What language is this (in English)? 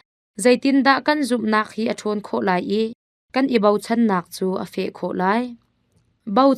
Hakha Chin